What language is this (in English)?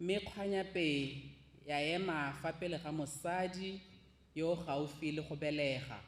Tswana